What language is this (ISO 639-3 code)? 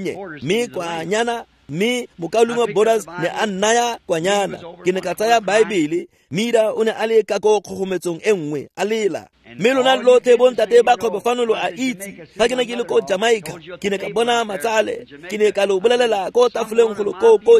tsn